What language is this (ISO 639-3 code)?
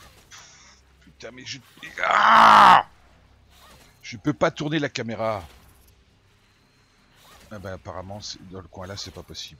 fra